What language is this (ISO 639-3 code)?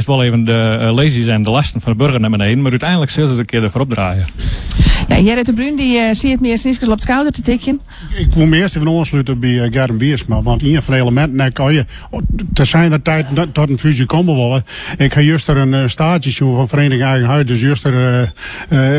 fry